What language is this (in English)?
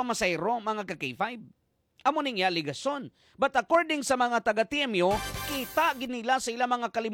Hiligaynon